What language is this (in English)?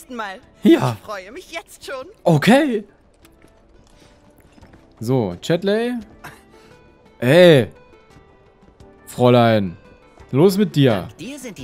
German